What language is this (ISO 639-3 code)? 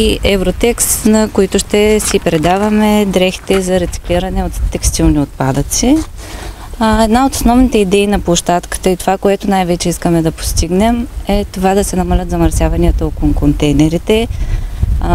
bul